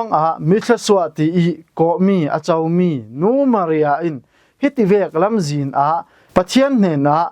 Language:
Falam Chin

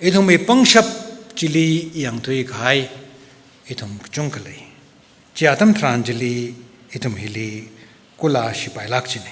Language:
Tangkhul Naga (India)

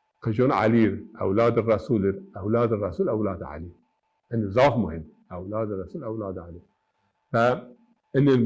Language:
Zaza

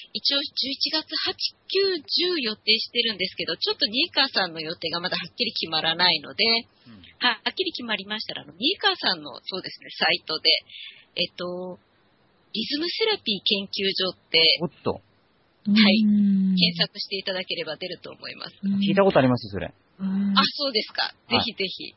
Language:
Japanese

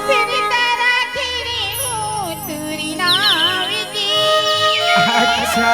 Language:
Chhattisgarhi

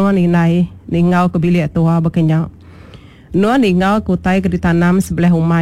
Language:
Iban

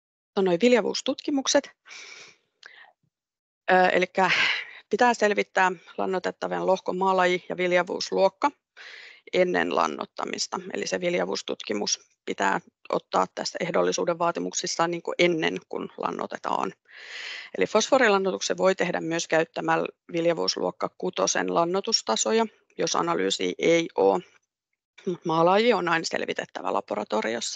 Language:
Finnish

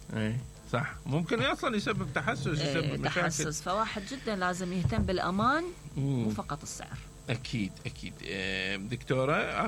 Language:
Mesopotamian Arabic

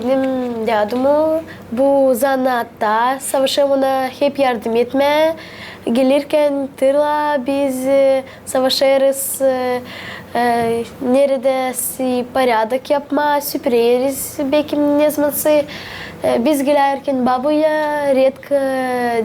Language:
Gagauz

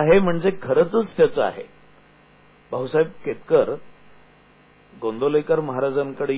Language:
Marathi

